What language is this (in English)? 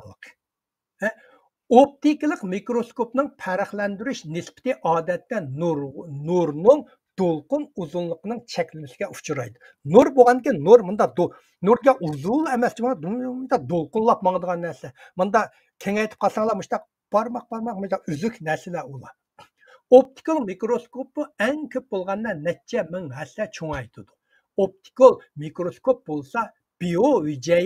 Uyghur